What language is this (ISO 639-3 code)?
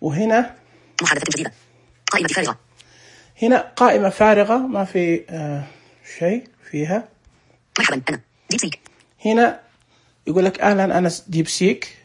ars